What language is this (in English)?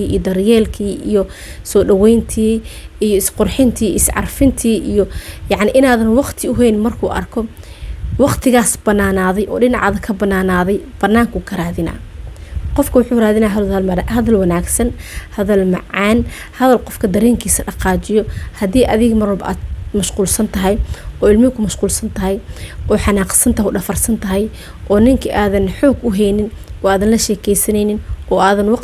Somali